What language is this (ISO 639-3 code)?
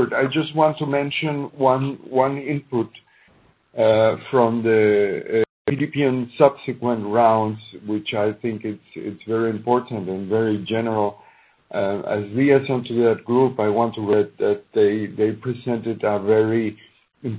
eng